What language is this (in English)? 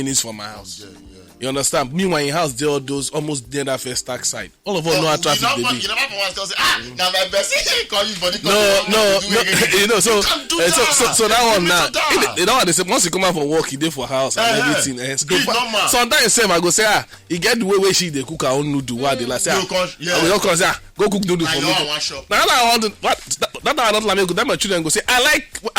Nigerian Pidgin